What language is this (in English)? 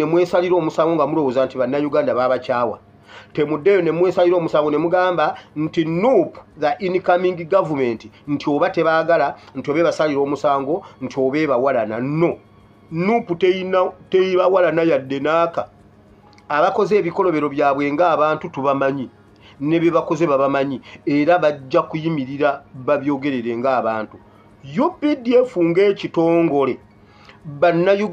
Ganda